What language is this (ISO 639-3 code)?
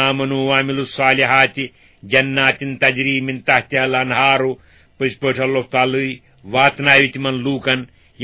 kas